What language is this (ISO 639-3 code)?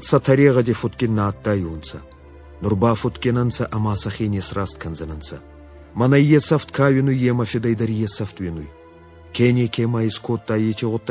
oss